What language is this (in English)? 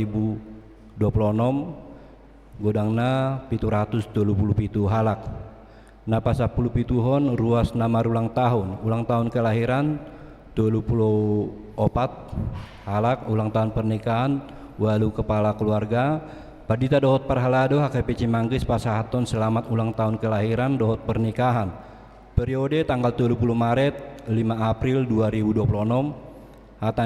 Batak Toba